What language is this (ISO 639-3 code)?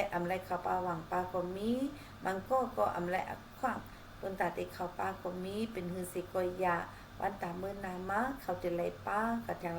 shn